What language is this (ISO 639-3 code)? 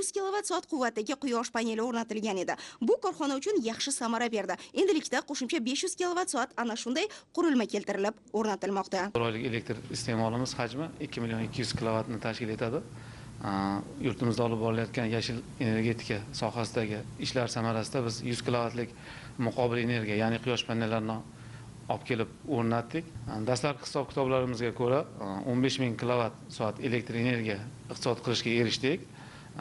uzb